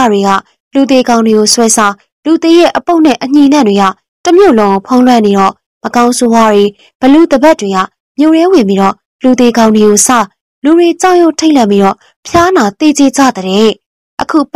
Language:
Burmese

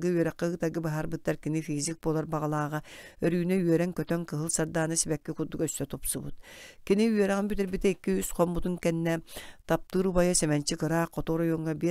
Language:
Yakut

